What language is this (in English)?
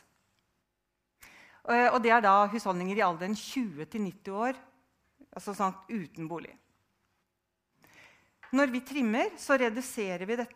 Norwegian